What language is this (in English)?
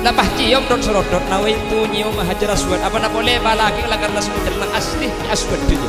Madurese